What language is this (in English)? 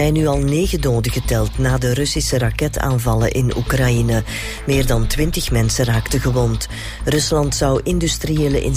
Dutch